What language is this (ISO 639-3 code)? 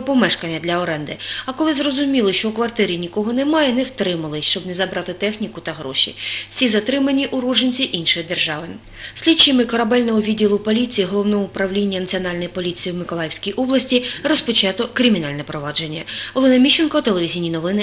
ukr